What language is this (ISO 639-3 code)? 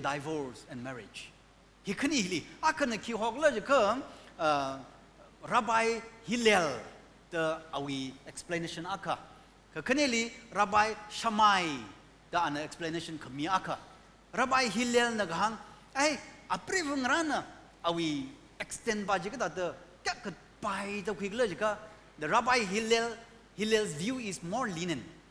nmf